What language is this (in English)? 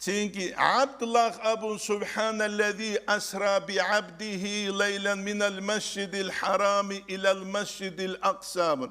Avaric